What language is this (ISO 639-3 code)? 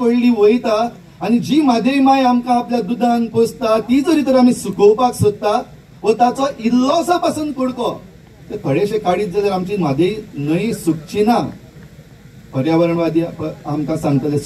kok